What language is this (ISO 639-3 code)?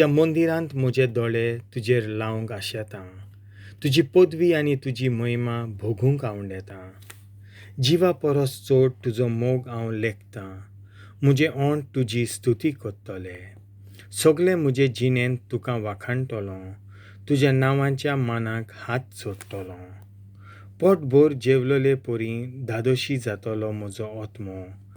kok